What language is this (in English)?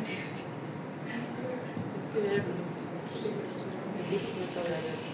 Malay